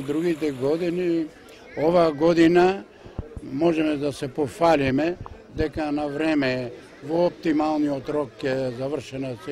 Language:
Macedonian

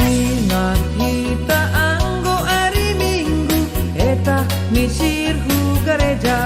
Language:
Batak Simalungun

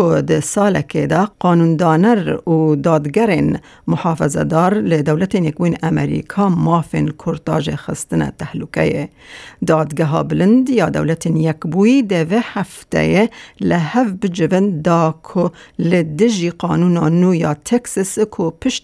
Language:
Kurdish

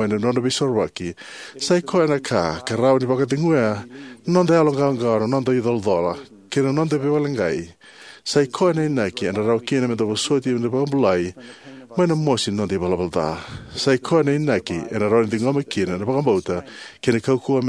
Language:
Fijian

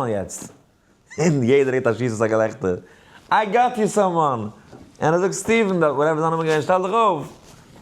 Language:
Yiddish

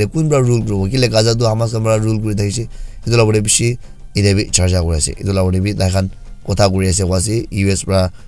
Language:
Naga Pidgin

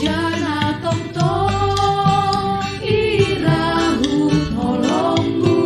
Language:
Batak Simalungun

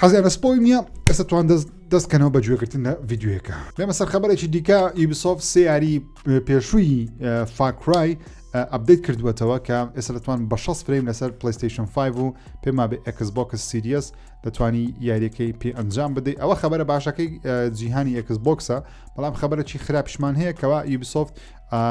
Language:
Central Kurdish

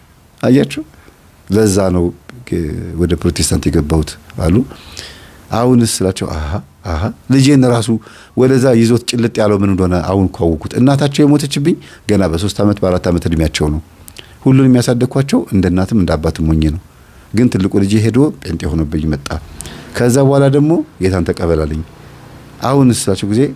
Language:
Amharic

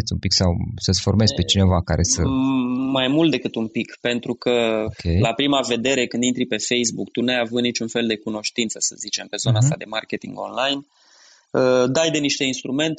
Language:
Romanian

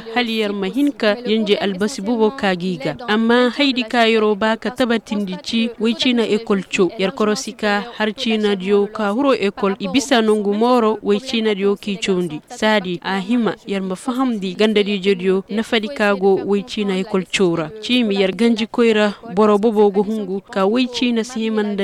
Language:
Koyraboro Senni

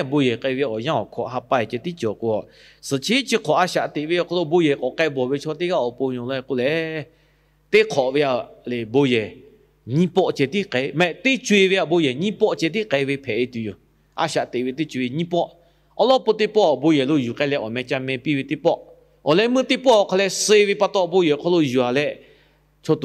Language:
Lahu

